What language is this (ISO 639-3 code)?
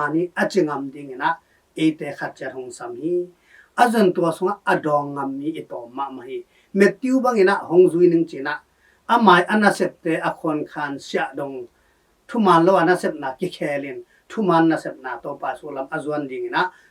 ctd